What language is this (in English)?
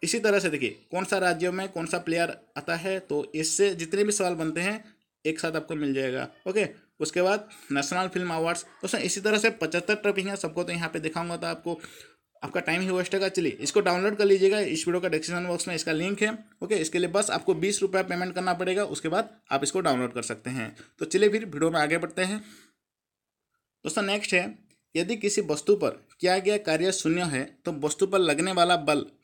Hindi